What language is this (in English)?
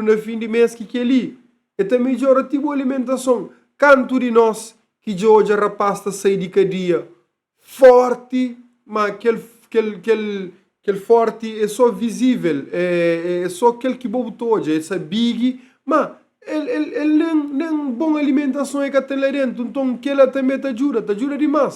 Kabuverdianu